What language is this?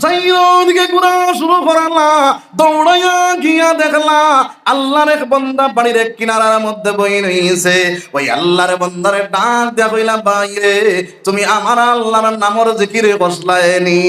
Sylheti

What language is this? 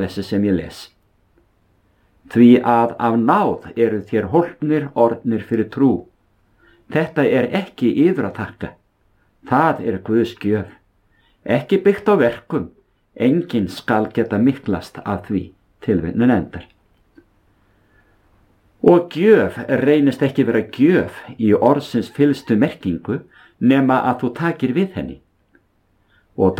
Icelandic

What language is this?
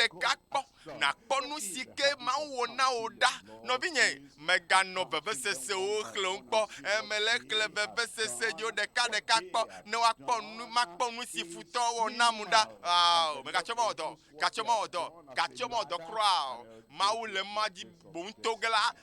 Ewe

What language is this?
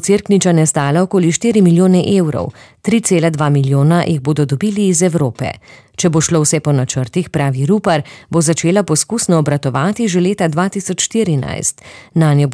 Slovenian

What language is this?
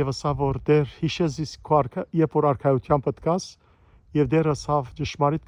Western Armenian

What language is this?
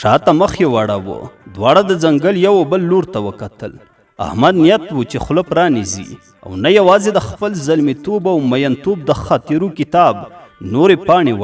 Pashto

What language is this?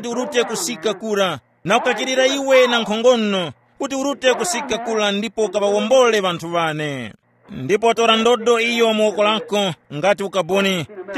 Tumbuka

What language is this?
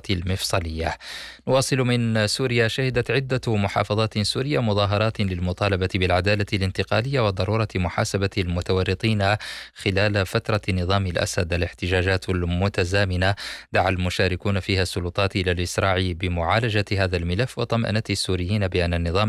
Arabic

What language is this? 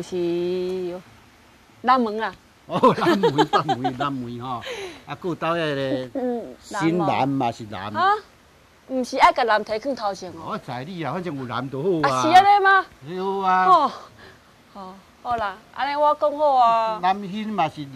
Min Nan Chinese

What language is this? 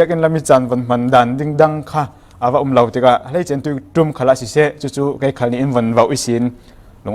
Falam Chin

